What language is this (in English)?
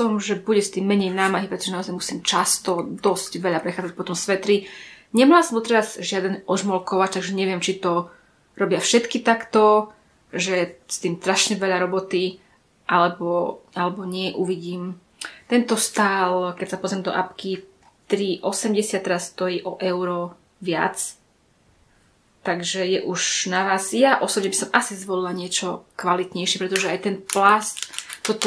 Slovak